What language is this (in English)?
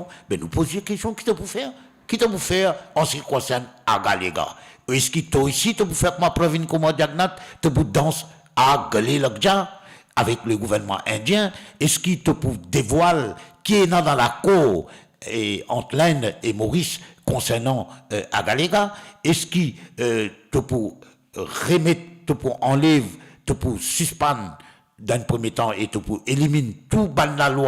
Morisyen